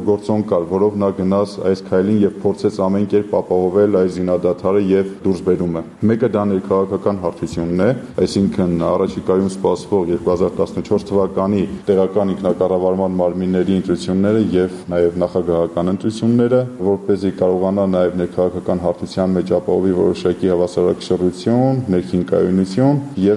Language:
Armenian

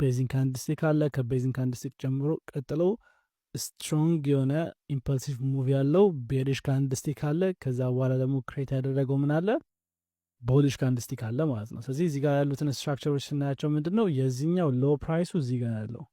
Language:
Amharic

